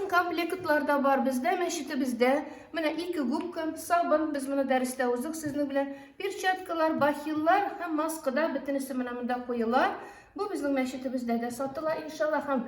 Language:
Tatar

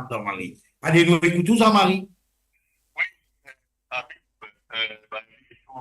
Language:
Morisyen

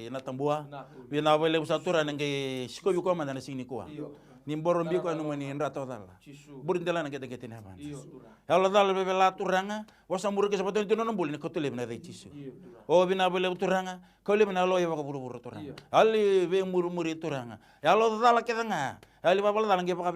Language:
Fijian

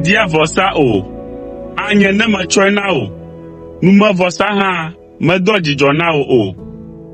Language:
Ewe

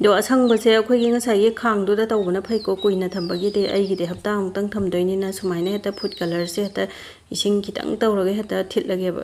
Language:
Manipuri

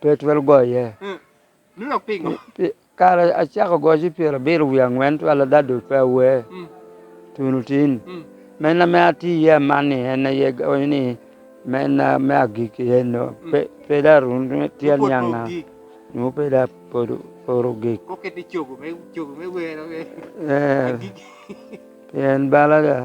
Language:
Lango (Uganda)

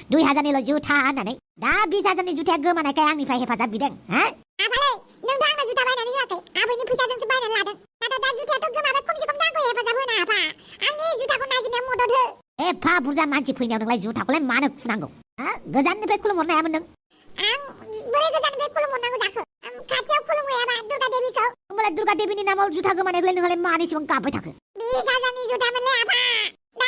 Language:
Bodo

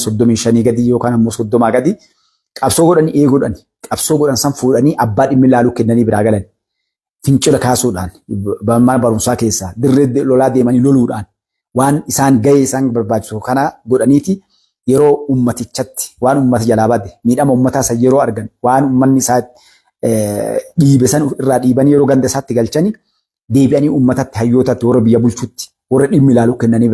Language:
Oromo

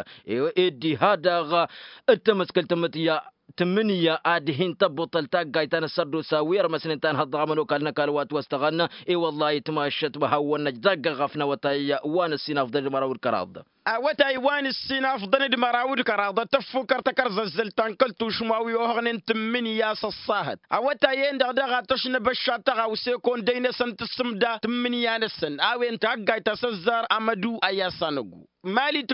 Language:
Tamasheq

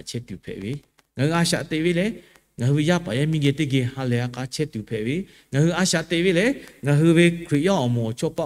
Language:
Lahu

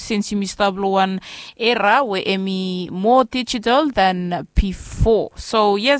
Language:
Bislama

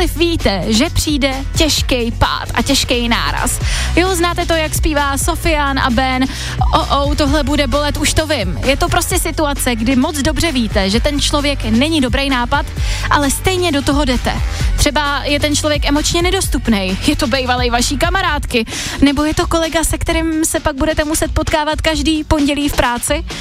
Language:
Czech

